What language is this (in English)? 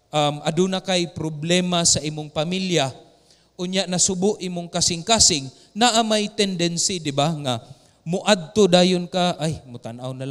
Cebuano